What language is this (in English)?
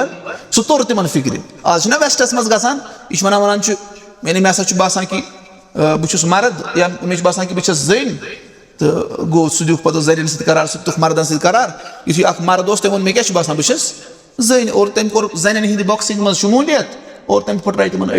Kashmiri